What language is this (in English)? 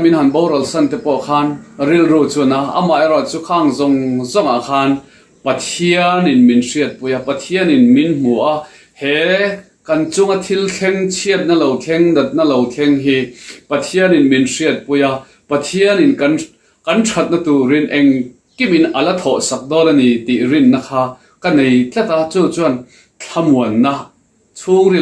Mizo